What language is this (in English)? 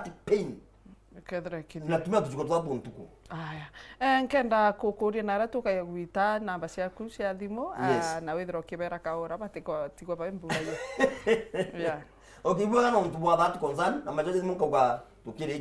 Meru